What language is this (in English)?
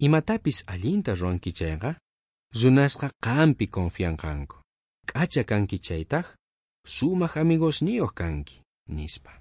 South Bolivian Quechua